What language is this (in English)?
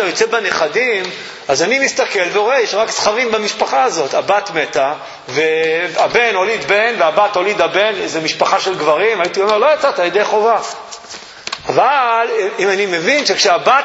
Hebrew